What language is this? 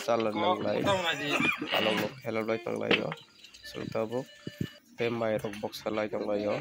Kok Borok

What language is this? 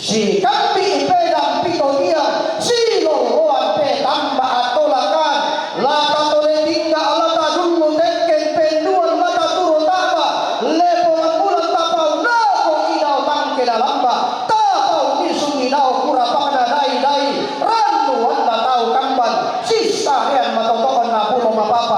Toraja-Sa'dan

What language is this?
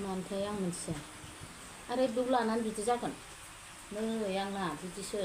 Bodo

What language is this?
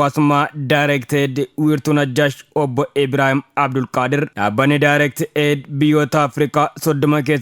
Oromo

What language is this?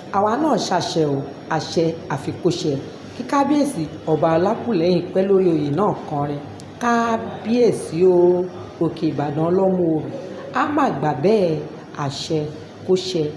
Yoruba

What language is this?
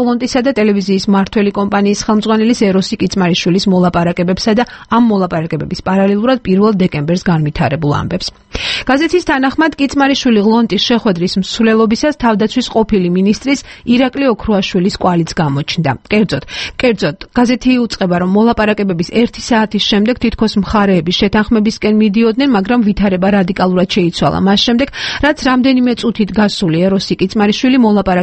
Georgian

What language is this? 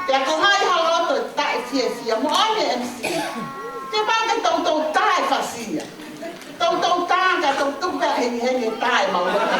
Tongan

